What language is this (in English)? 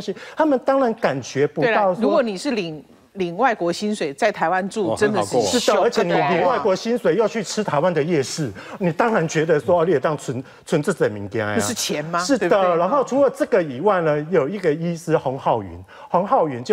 Chinese